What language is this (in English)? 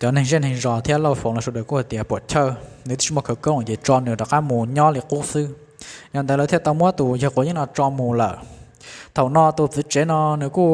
Hmong